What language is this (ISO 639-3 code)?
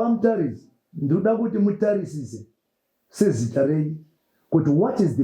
sna